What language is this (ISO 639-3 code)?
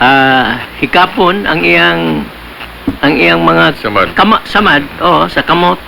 ceb